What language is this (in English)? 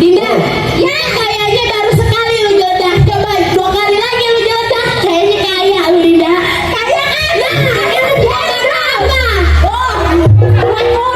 Betawi